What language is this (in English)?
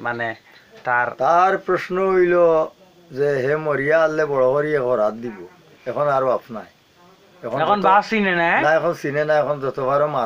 Sylheti